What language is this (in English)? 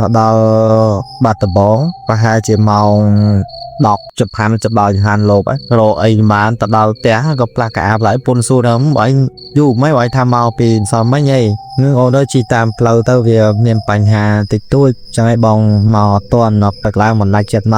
Khmer